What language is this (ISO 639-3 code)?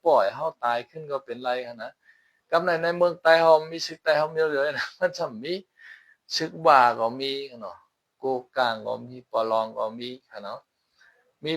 shn